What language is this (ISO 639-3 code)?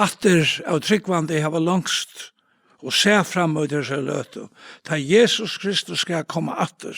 fao